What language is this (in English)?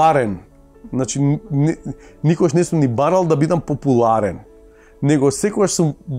Macedonian